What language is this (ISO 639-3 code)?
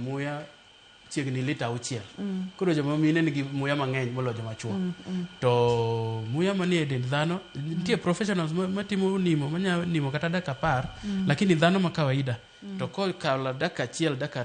luo